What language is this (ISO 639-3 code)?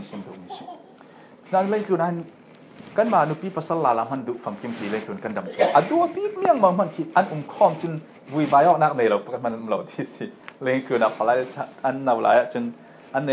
cfm